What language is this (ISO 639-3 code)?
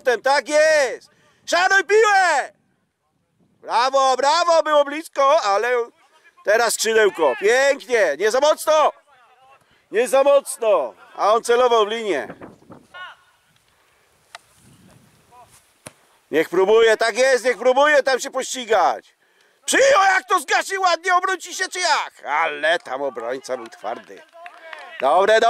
pol